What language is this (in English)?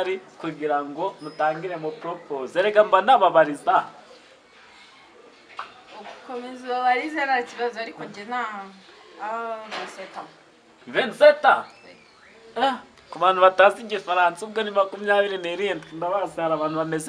Kinyarwanda